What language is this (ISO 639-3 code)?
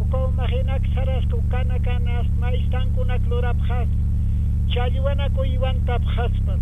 aym